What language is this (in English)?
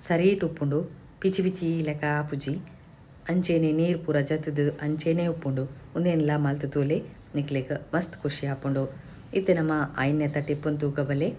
Tulu